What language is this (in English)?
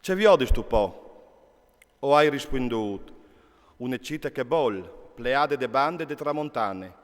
Friulian